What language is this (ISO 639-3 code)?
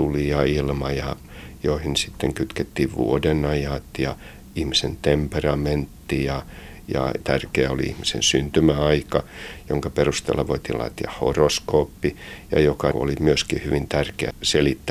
fin